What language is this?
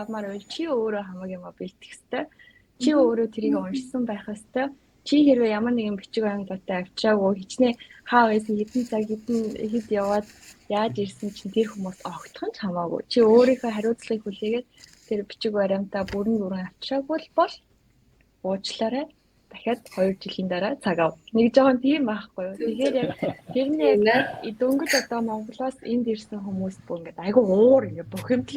Mongolian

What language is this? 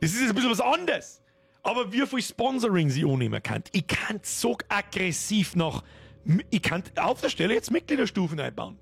Bavarian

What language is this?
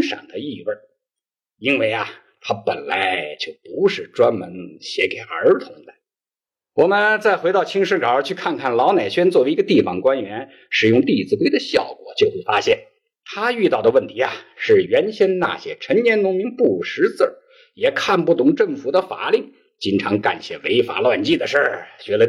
Chinese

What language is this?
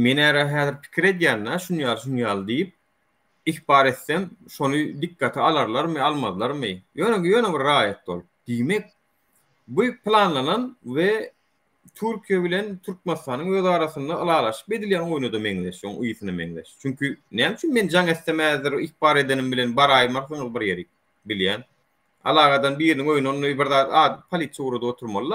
Turkmen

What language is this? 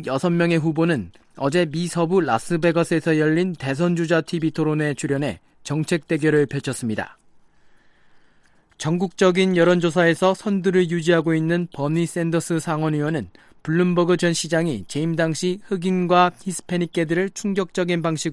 Korean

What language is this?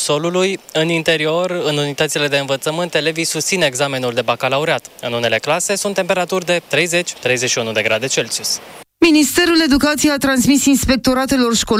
Romanian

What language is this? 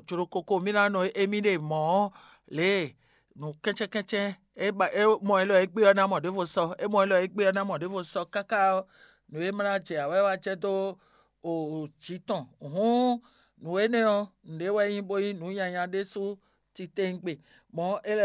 Fon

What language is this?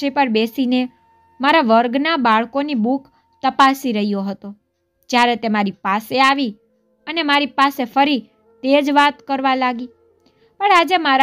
Gujarati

